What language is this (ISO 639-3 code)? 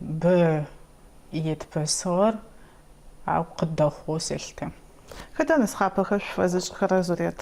ady